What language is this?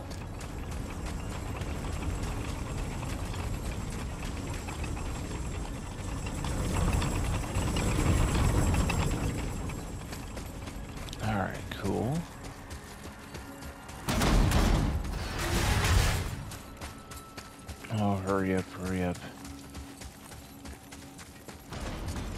English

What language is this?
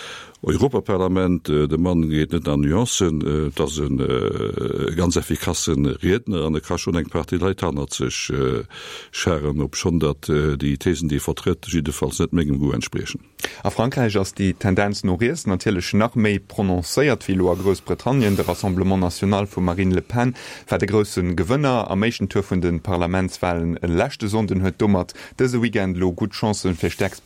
Luxembourgish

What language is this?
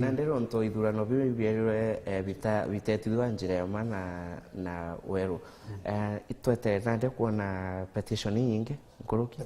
Meru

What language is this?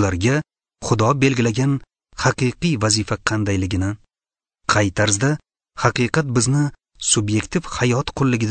Uzbek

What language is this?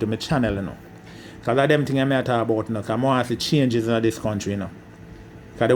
Jamaican Creole English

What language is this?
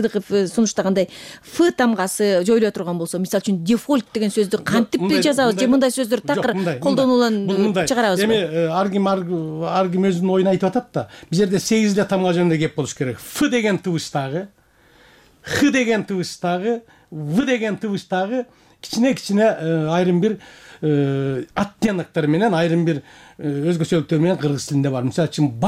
Kyrgyz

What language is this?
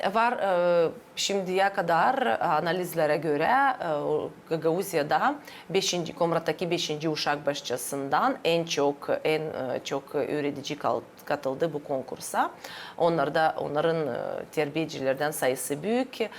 Gagauz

